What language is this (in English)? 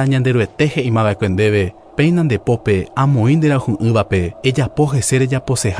Guarani